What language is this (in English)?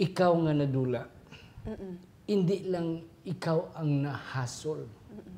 Hiligaynon